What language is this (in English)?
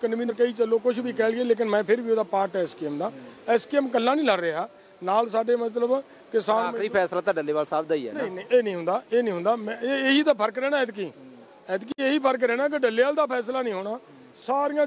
Punjabi